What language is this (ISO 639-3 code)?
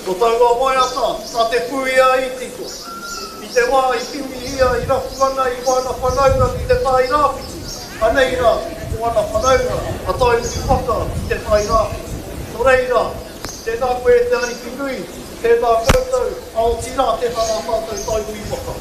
mri